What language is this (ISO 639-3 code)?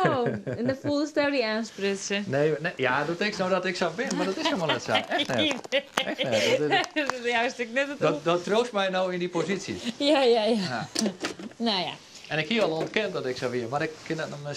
fry